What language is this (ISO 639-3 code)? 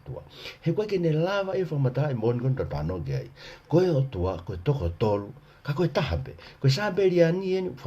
ton